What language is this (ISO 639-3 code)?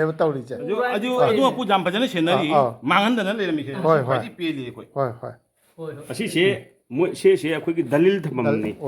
mni